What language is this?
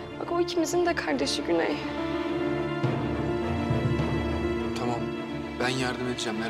Turkish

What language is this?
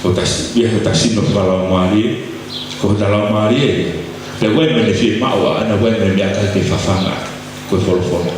Tongan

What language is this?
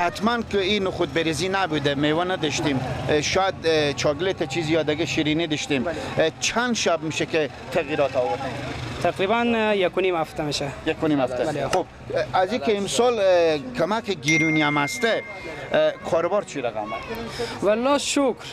Persian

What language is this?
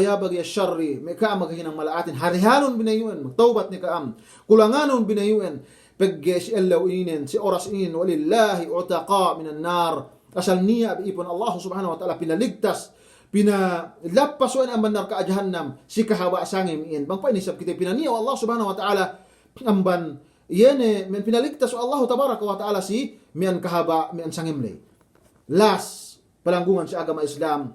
Yakan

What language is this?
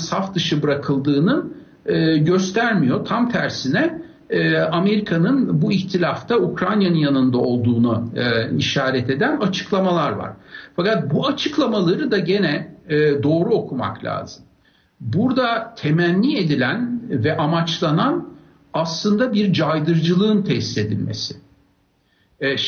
Turkish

